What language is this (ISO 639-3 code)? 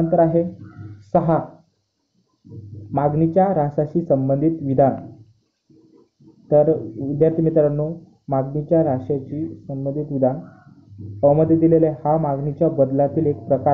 mar